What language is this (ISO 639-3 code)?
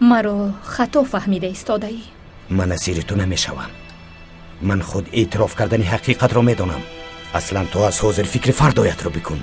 tgk